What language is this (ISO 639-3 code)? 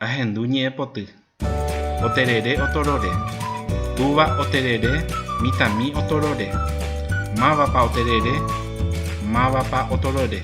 grn